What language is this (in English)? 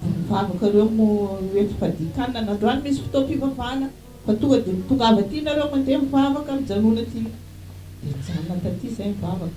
Malagasy